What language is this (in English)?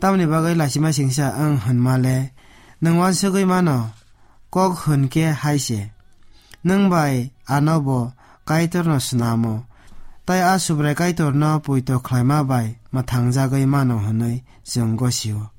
Kok Borok